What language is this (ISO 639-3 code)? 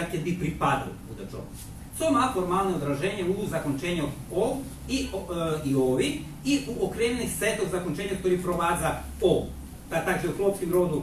rue